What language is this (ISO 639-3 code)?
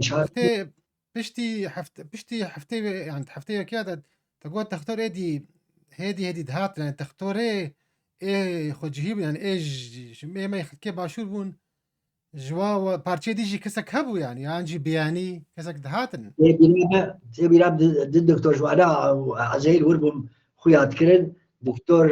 kur